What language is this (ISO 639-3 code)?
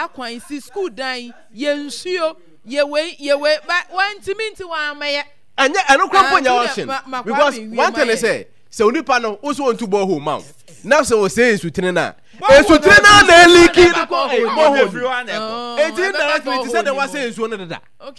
aka